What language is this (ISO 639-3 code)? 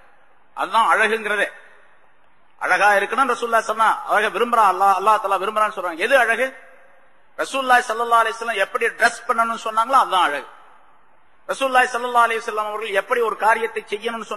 tam